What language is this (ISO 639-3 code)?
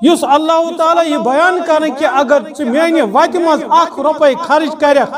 kas